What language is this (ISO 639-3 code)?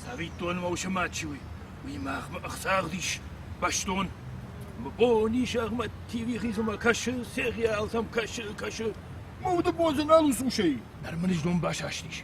oss